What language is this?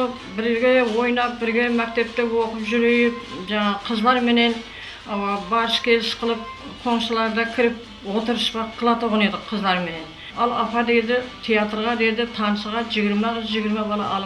Kara-Kalpak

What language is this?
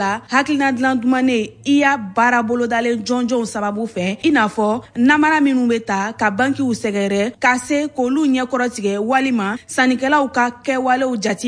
Bambara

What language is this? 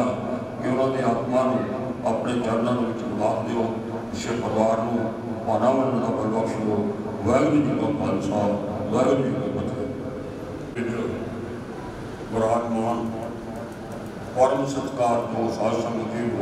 Punjabi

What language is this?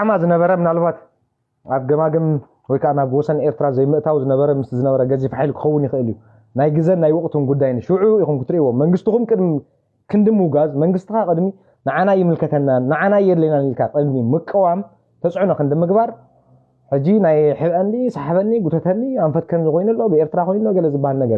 Tigrinya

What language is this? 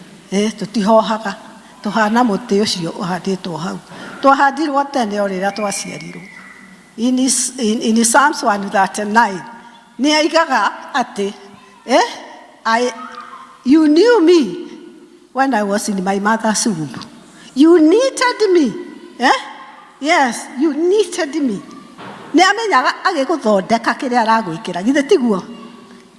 Kikuyu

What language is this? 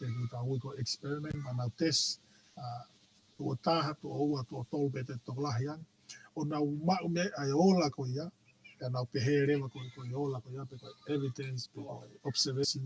Tongan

